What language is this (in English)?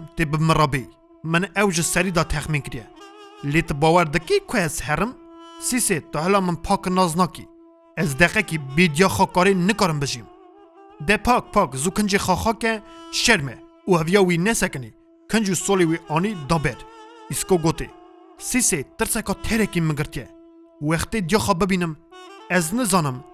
Kurdish